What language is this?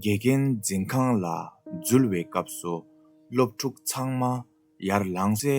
Tibetan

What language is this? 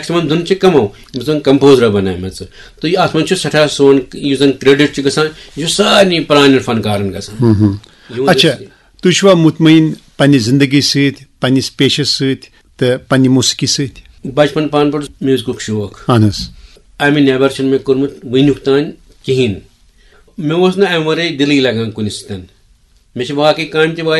Kashmiri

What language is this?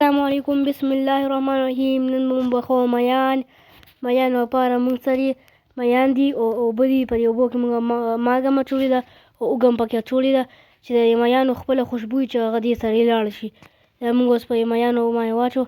Pashto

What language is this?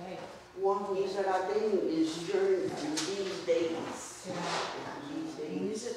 Mohawk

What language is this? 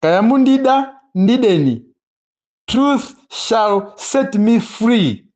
Nyanja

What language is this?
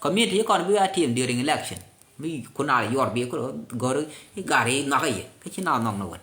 Nuer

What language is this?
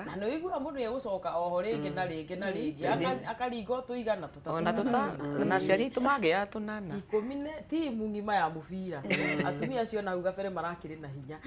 Kikuyu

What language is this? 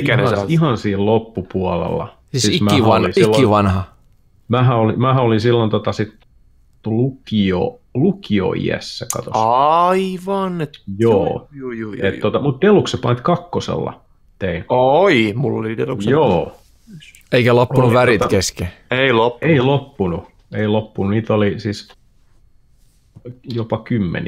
Finnish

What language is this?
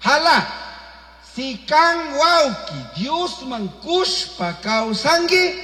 Chimborazo Highland Quichua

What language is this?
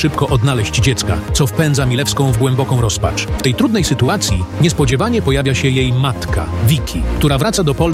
Polish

